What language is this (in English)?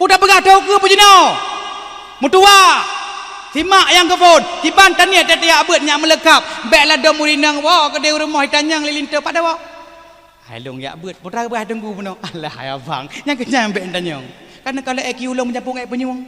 Achinese